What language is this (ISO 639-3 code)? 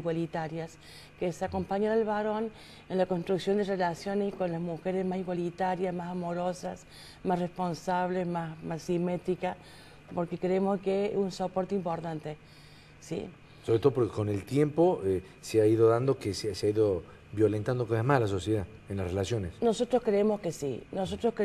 spa